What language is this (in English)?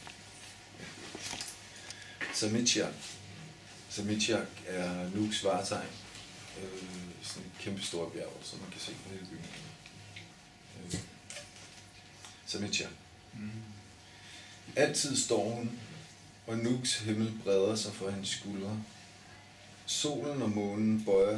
Danish